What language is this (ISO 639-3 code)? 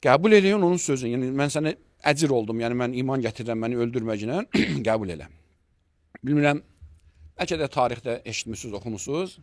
aze